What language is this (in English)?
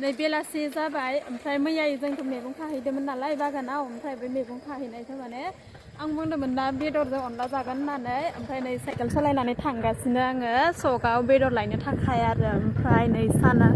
Bodo